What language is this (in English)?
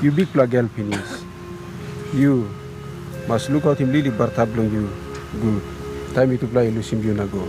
Tok Pisin